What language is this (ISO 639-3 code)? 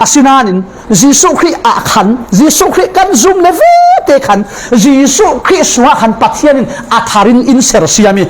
cfm